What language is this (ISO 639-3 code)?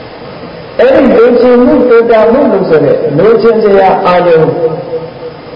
mya